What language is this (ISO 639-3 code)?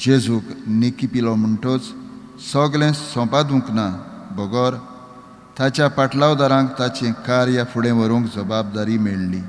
kok